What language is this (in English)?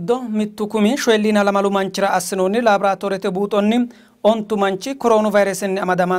Sidamo